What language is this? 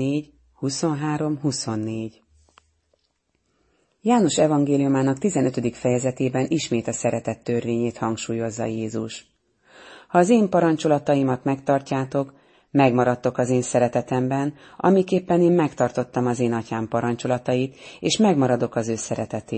Hungarian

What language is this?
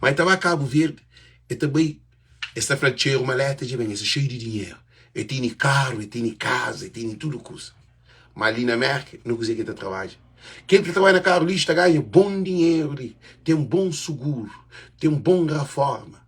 Kabuverdianu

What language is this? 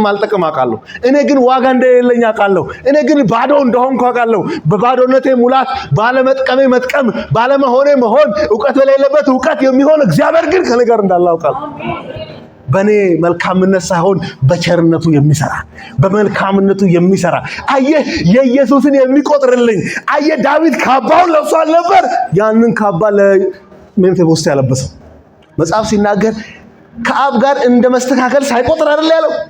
Amharic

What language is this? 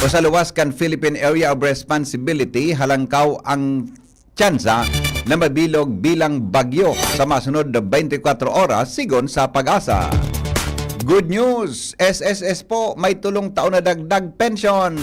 Bikol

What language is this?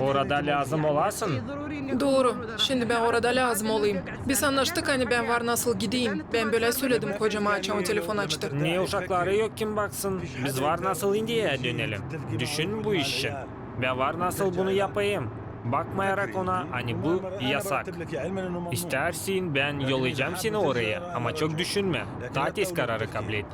Gagauz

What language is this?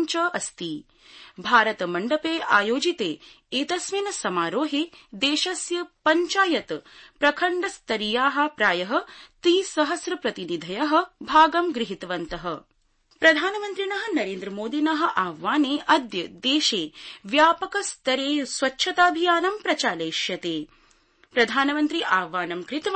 Sanskrit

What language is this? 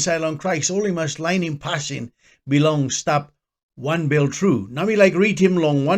Tok Pisin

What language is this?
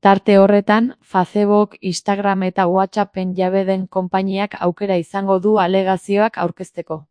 Basque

